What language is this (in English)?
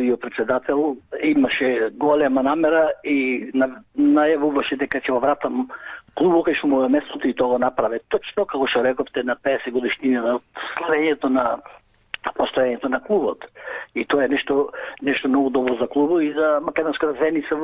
Macedonian